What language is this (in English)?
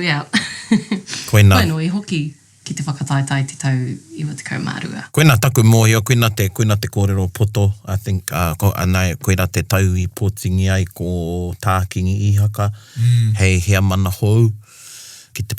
Māori